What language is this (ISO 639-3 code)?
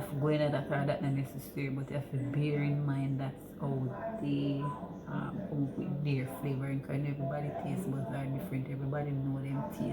jam